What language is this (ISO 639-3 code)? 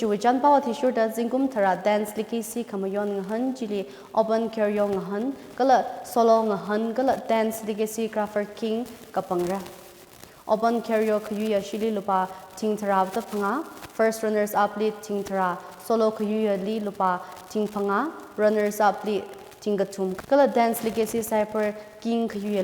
nmf